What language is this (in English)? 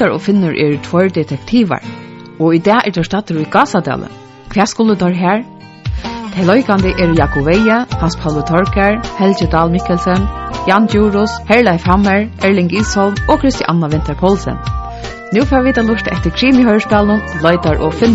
Faroese